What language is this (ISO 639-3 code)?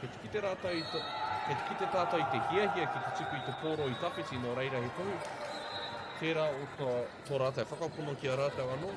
mri